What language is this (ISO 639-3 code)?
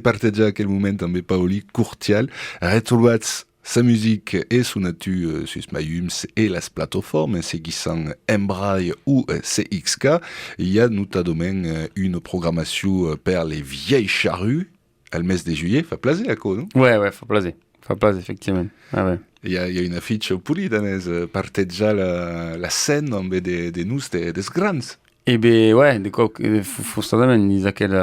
oci